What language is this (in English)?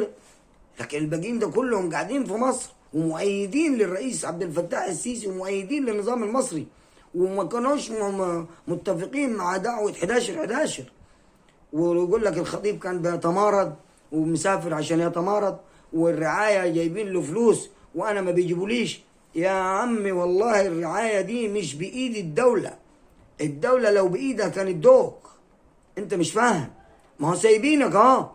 Egyptian Arabic